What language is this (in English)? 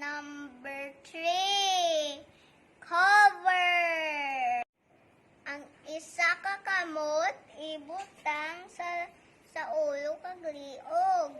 Hiligaynon